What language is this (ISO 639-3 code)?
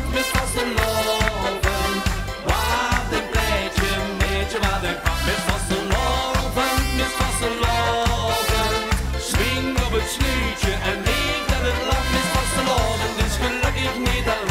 lim